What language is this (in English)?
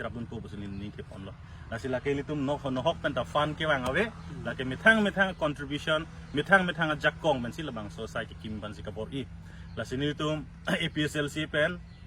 Karbi